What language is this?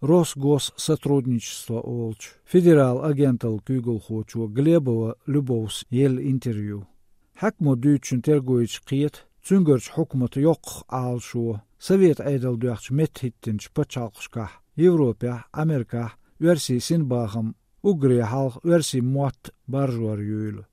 Chechen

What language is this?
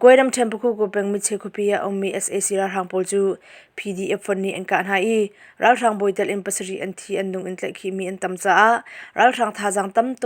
Hakha Chin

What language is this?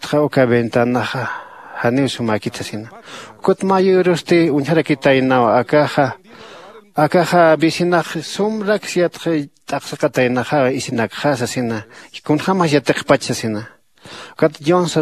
Aymara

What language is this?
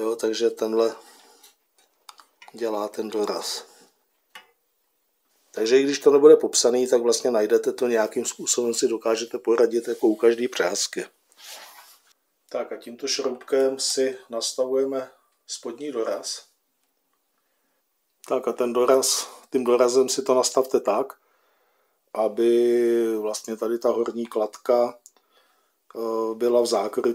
Czech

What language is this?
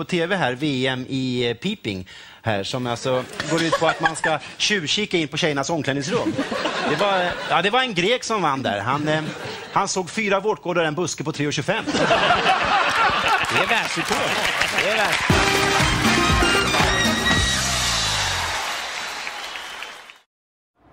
Swedish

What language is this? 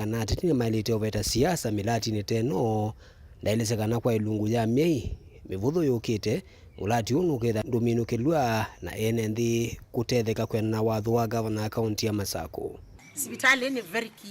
Kamba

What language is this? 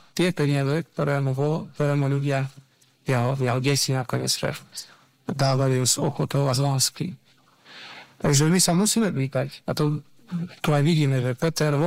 Slovak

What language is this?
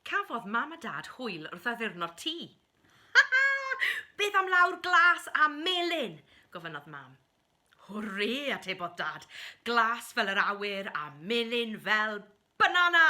Welsh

